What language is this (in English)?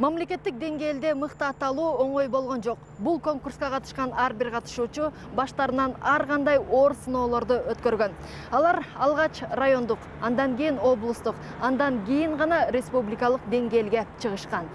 Kyrgyz